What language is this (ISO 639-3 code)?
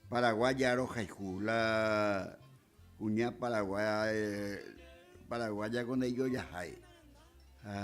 grn